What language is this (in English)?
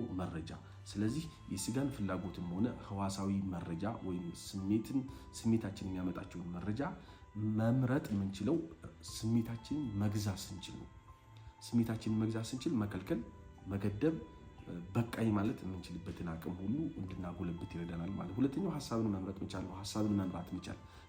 Amharic